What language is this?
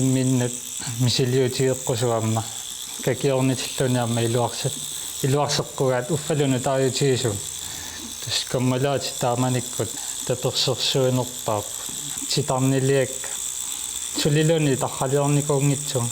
Kalaallisut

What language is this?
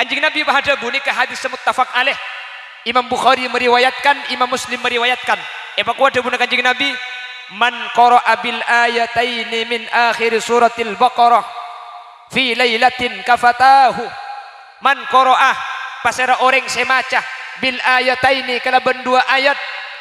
Madurese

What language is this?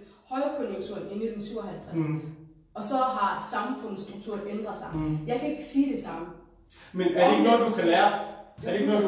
Danish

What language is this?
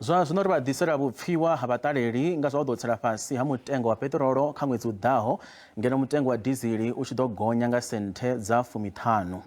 Venda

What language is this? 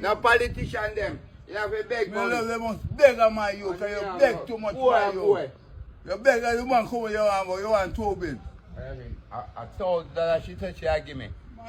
Jamaican Creole English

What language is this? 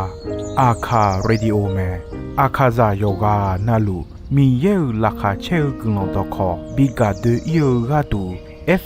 Akha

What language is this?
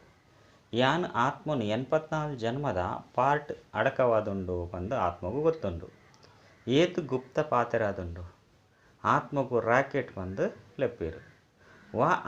Tulu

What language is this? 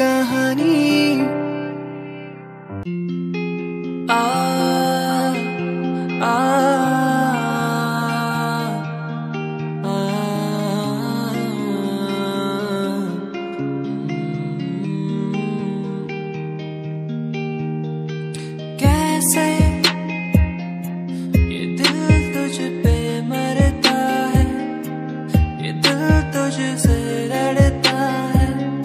Hindi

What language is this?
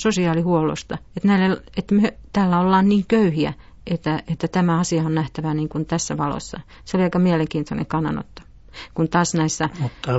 Finnish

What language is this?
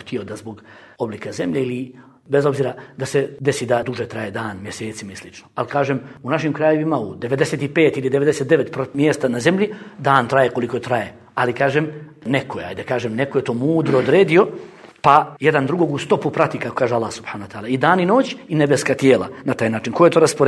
Bosnian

